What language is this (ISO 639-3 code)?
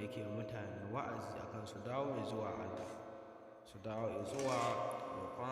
hau